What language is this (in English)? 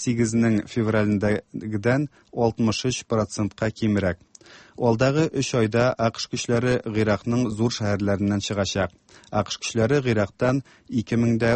Tatar